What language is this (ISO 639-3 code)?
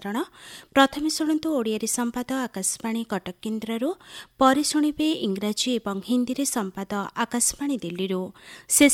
ori